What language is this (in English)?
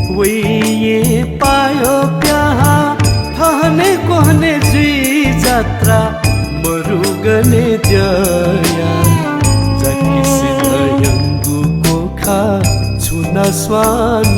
Newari